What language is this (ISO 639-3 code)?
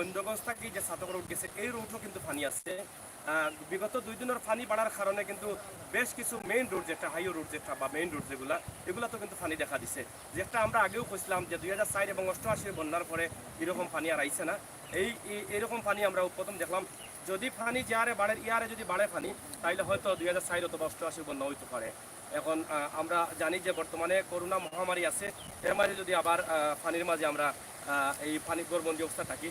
syl